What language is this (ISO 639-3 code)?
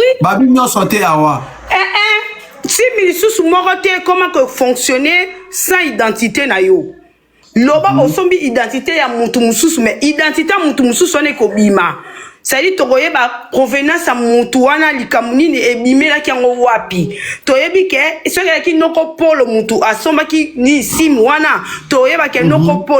lin